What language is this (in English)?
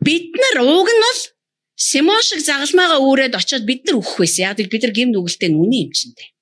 Mongolian